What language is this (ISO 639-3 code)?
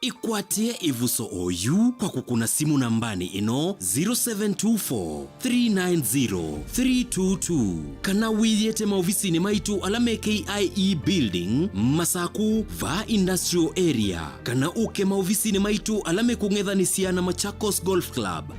kam